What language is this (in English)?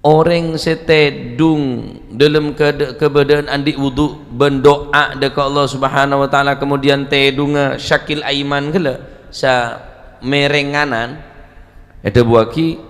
Madurese